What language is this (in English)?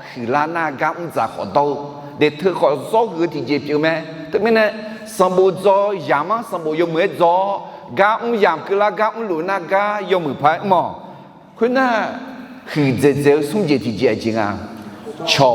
Akha